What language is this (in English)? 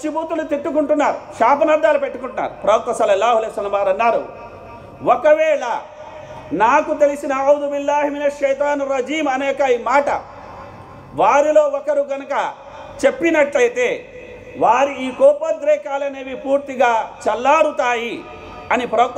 Telugu